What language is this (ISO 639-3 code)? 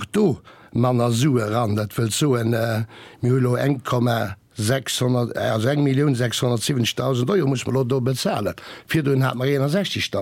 ltz